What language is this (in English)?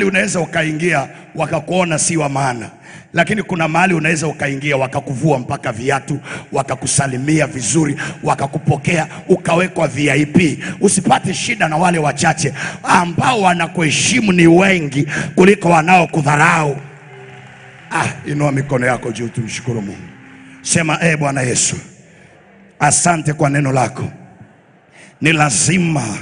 Swahili